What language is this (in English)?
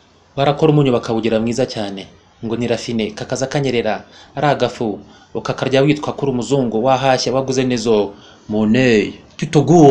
Kinyarwanda